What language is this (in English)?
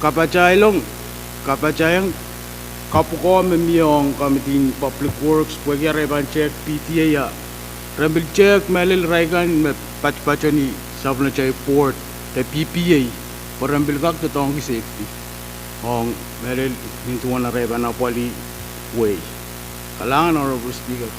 Pohnpeian